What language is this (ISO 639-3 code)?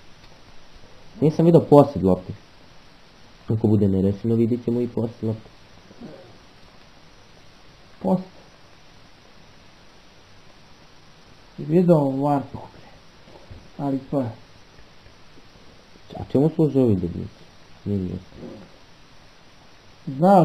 hrv